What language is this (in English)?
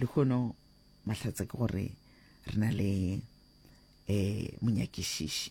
Northern Sotho